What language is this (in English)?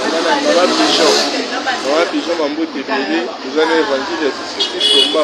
Lingala